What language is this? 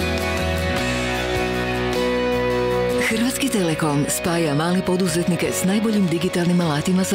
Croatian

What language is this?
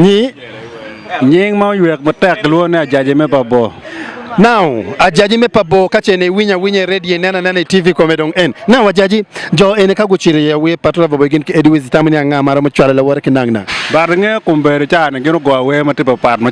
Acoli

